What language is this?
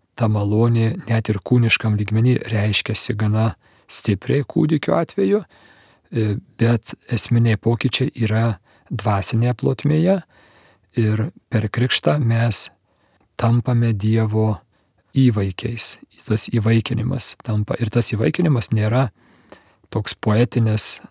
Lithuanian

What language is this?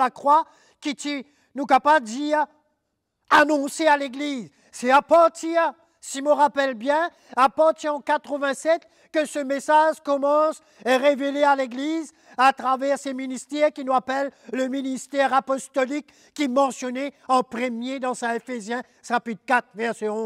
Morisyen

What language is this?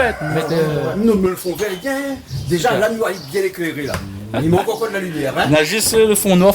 Réunion Creole French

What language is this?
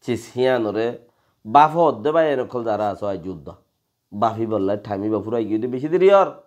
Rohingya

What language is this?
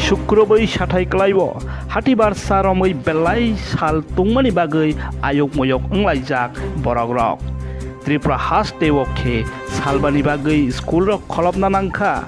Kok Borok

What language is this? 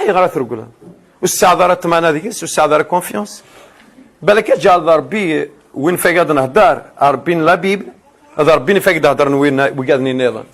Kabyle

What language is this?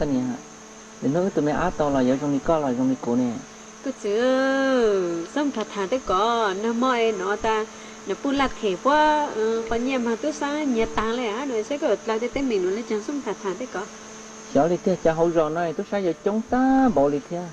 Hmong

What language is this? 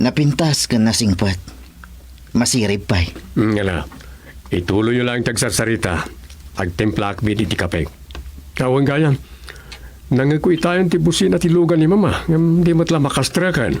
Iloko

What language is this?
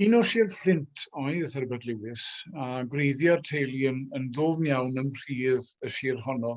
Welsh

